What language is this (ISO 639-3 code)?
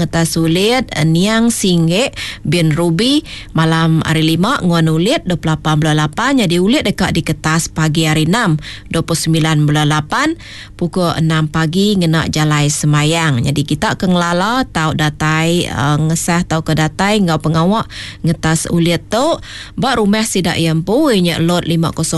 iba